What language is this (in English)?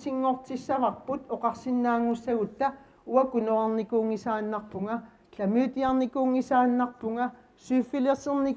Kalaallisut